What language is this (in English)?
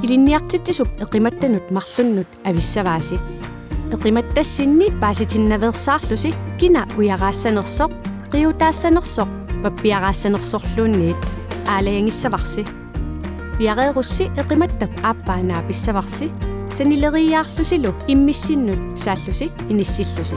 Kalaallisut